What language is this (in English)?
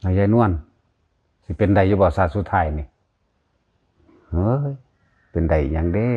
Northeastern Thai